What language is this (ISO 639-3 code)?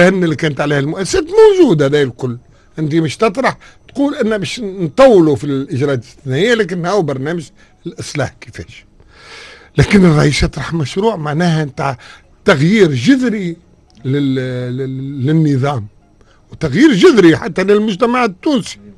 aeb